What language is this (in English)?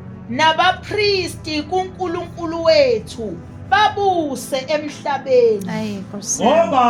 Zulu